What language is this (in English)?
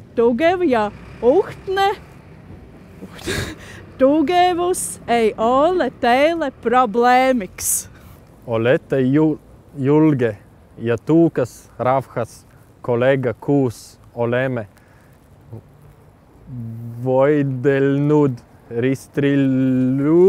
Estonian